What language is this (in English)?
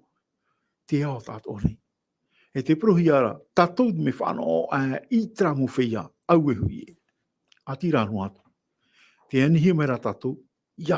Tahitian